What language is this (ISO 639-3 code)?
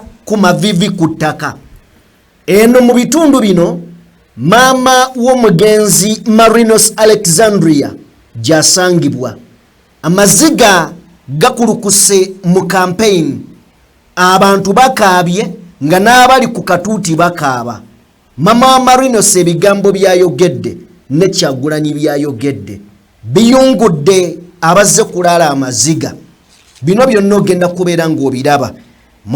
lug